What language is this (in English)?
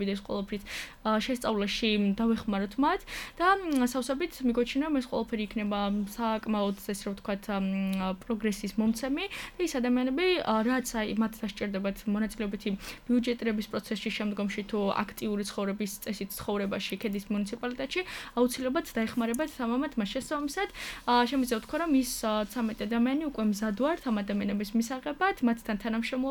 Georgian